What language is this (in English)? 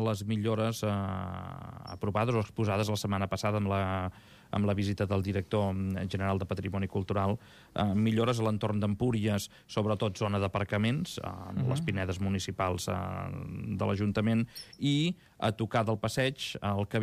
Catalan